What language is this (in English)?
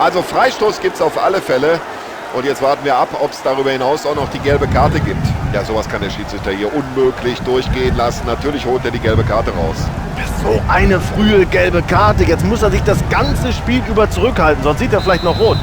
Bavarian